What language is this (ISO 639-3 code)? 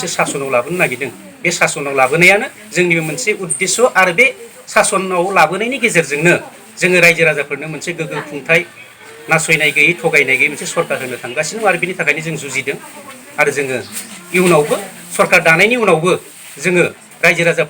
brx